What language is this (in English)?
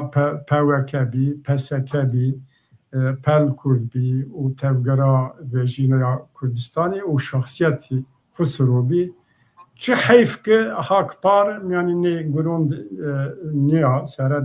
Zaza